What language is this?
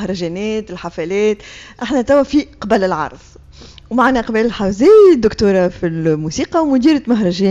Tunisian Arabic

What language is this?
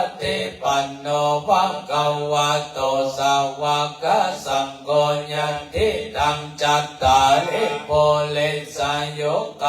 Pali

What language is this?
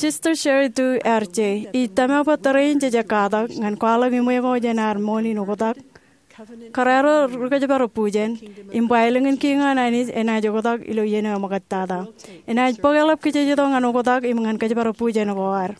Marshallese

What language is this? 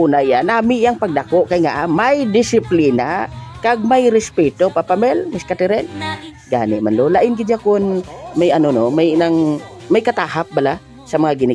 Hiligaynon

